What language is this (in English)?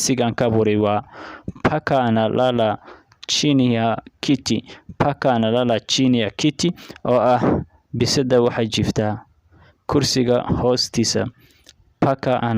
Somali